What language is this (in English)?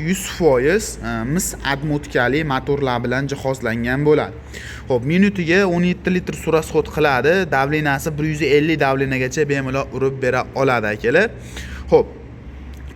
Uzbek